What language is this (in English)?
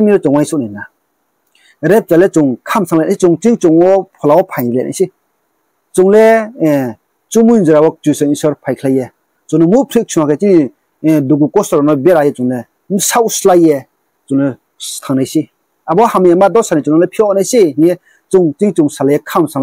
Riang (India)